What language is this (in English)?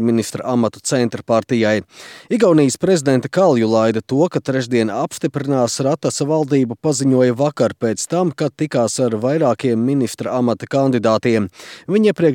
Latvian